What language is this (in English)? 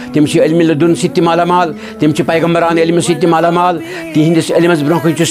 Kashmiri